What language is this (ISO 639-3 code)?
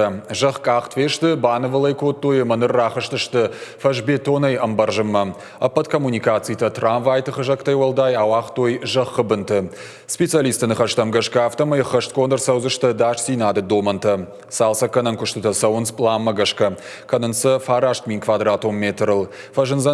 oss